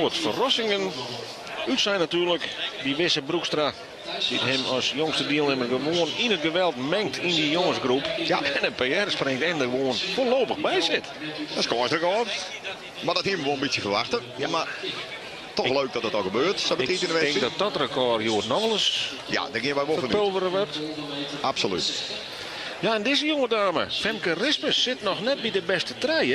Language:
Western Frisian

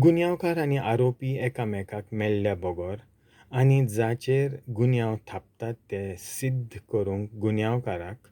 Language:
Konkani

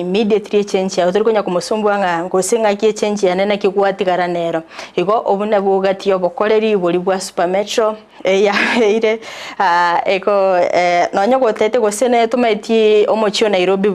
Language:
Gusii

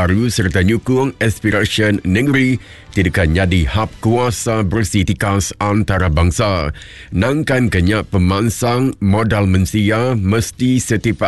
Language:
Iban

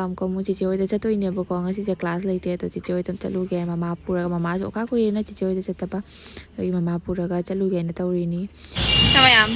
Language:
Manipuri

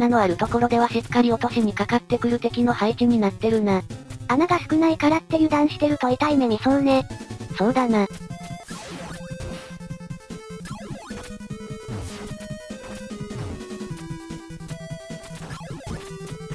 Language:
Japanese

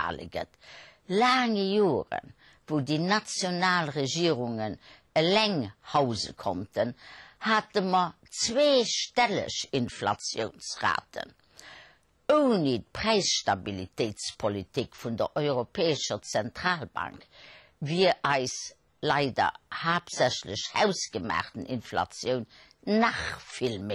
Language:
Luxembourgish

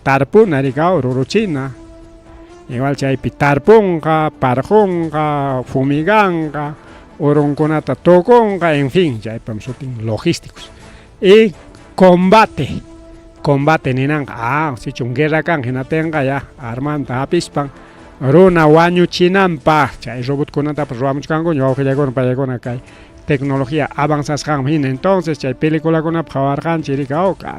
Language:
Ayacucho Quechua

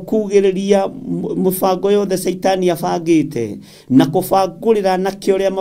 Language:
Kikuyu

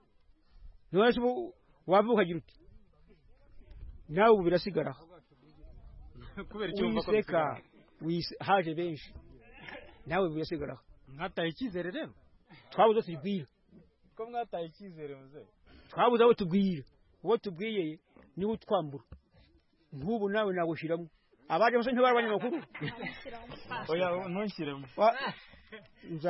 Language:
Kinyarwanda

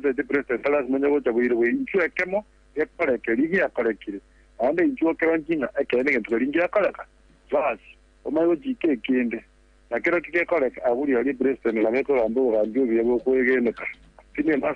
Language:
Gusii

